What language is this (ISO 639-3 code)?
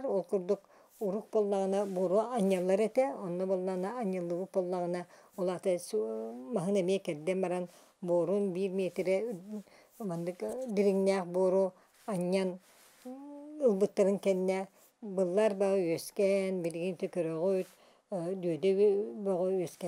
sah